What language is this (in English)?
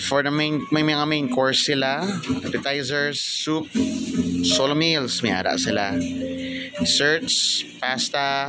Hiligaynon